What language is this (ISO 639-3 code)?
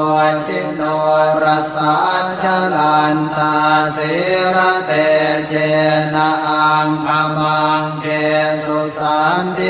pli